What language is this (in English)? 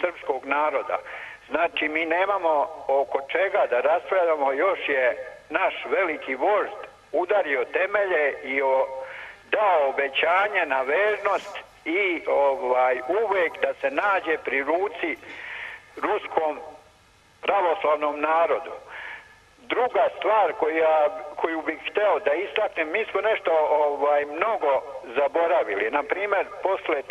Serbian